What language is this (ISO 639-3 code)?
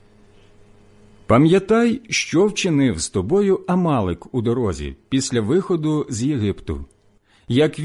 ukr